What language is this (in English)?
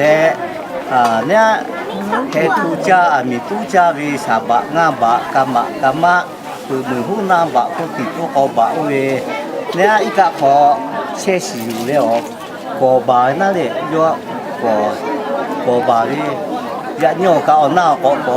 Lahu